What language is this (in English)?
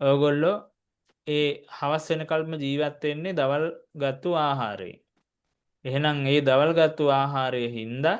Sinhala